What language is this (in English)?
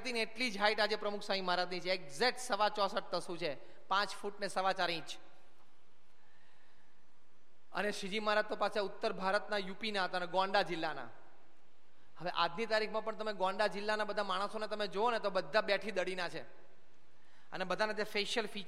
Gujarati